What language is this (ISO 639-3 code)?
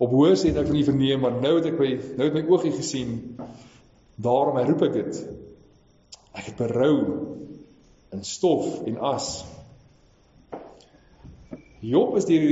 afr